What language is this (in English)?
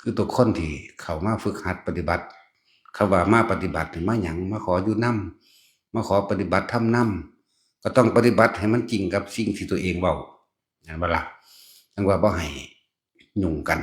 Northeastern Thai